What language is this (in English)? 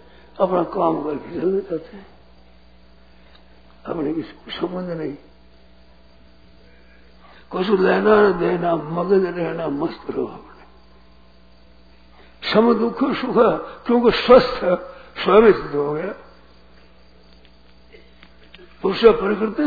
Hindi